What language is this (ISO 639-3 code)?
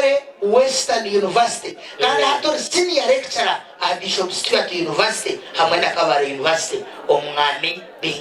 nyn